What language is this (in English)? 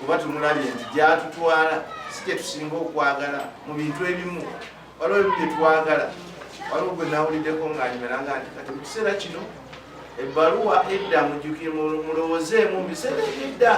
Ganda